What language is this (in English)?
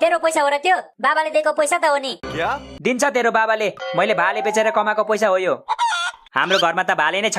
Nepali